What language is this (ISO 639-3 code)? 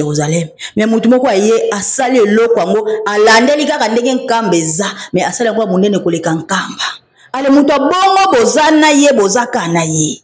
lin